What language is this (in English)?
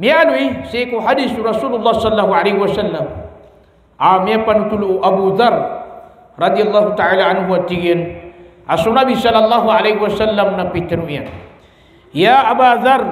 Maranao